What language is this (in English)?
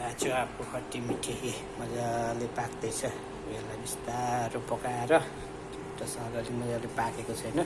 Nepali